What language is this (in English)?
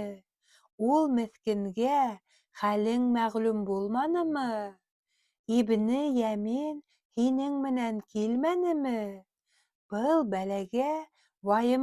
Bashkir